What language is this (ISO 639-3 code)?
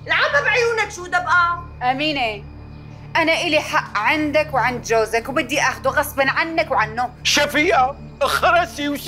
apc